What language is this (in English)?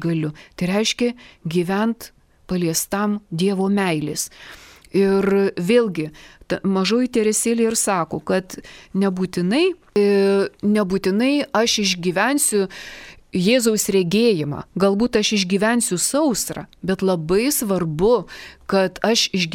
Lithuanian